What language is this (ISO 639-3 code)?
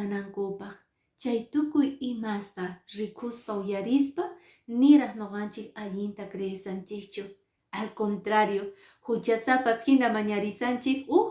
que